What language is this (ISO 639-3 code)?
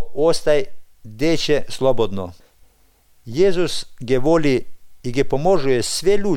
mkd